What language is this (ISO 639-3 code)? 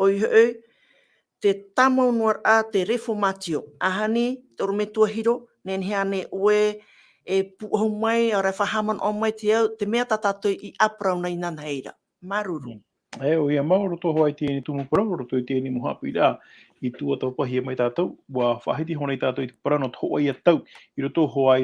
tah